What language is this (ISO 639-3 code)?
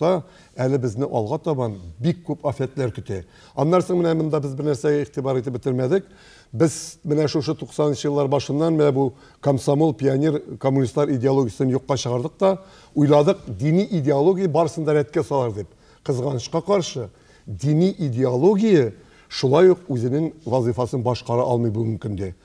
tat